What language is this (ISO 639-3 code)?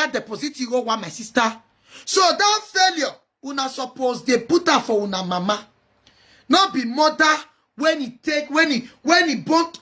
pcm